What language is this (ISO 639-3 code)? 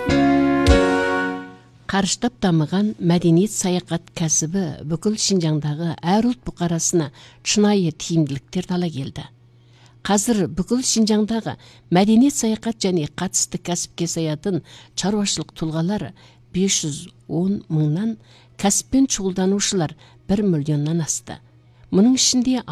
kaz